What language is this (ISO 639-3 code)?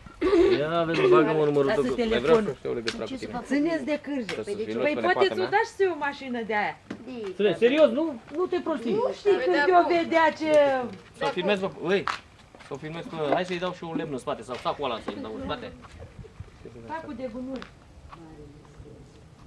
ron